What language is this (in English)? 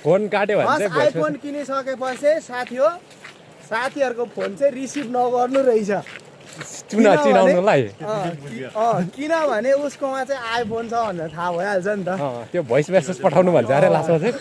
Nepali